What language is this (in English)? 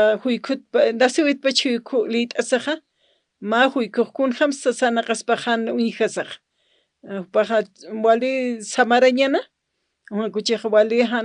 Aymara